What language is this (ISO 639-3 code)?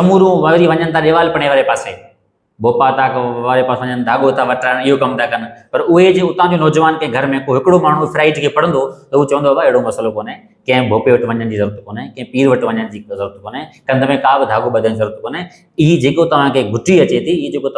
snd